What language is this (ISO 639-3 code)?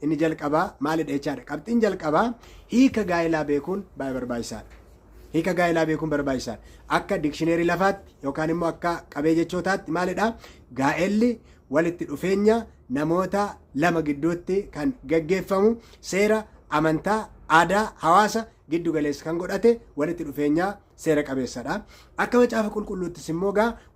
orm